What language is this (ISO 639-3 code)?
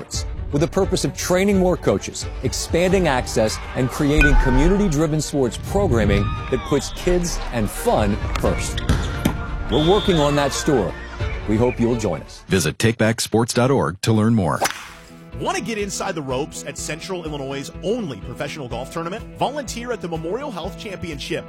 eng